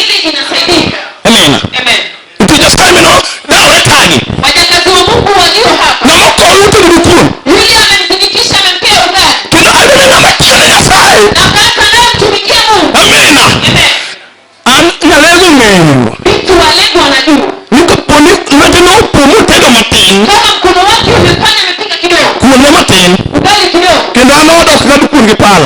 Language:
Luo (Kenya and Tanzania)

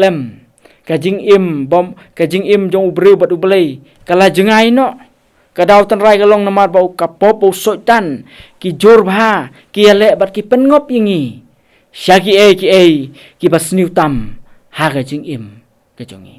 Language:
Khasi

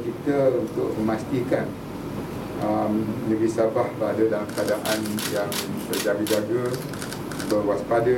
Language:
Malay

